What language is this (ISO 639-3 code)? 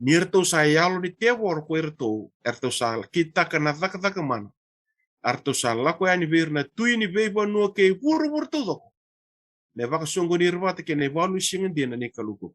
fij